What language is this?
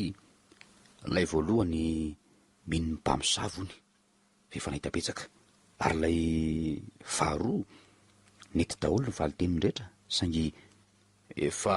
Malagasy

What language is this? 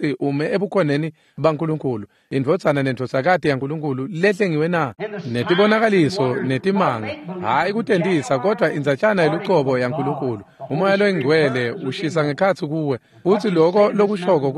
Swati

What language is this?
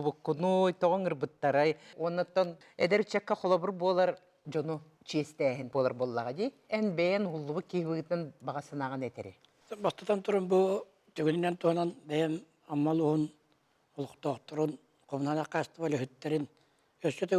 Yakut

